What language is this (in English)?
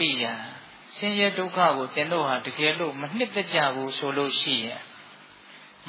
Burmese